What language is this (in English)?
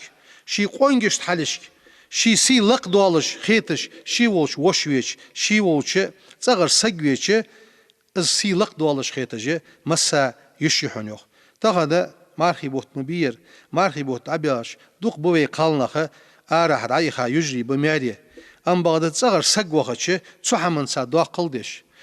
Ingush